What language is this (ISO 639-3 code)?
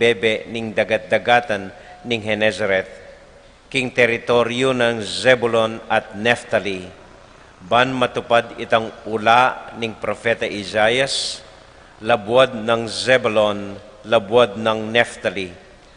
pam